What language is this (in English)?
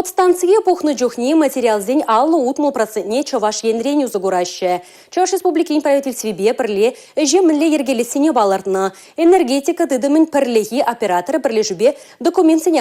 Chuvash